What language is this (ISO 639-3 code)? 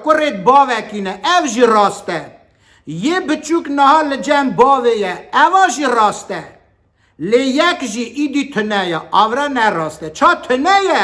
kur